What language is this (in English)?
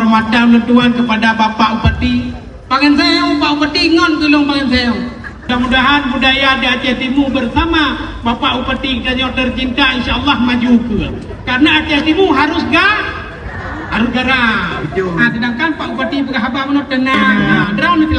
Achinese